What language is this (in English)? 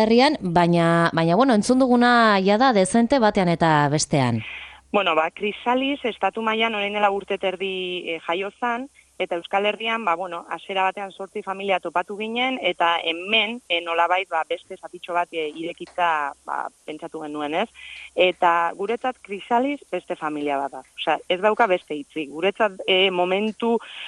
Basque